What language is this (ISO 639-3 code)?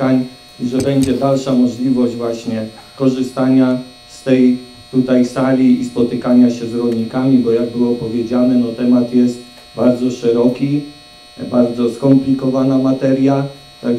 pol